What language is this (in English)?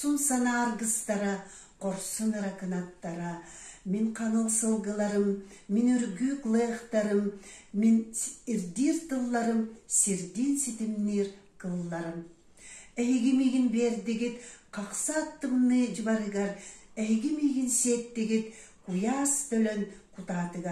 Yakut